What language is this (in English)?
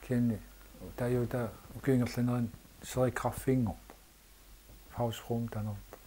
Kalaallisut